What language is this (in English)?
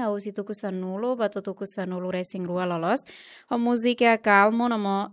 Tetum